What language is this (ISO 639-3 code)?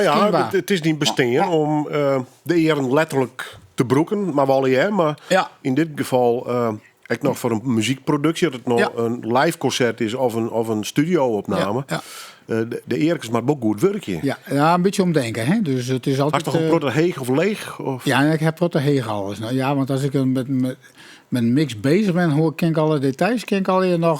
fry